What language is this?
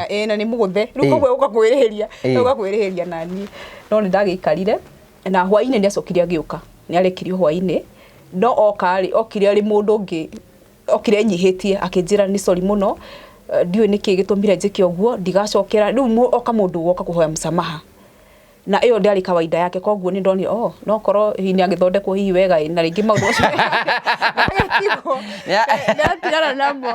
Kikuyu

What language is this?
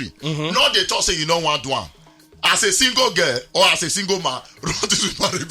Nigerian Pidgin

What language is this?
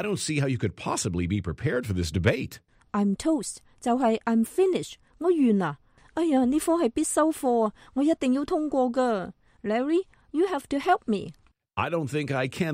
Cantonese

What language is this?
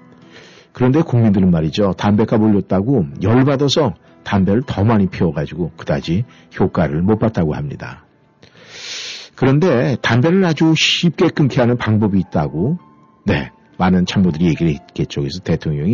Korean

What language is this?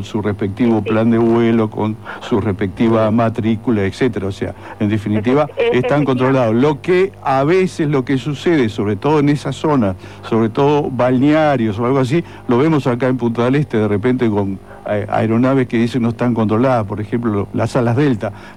Spanish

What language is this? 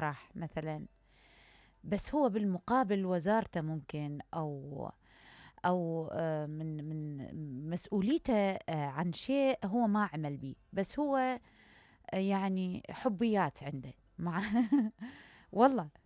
Mesopotamian Arabic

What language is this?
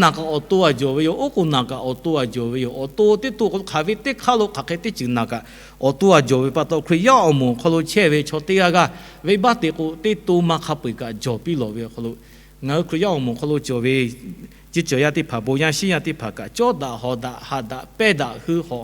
Lahu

